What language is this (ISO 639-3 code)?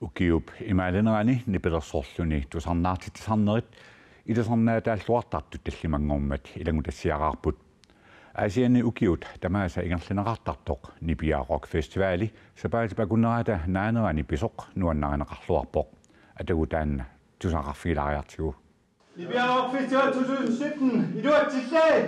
kal